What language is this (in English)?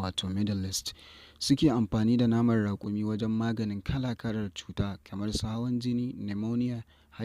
Hausa